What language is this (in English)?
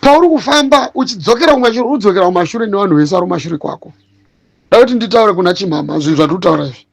Shona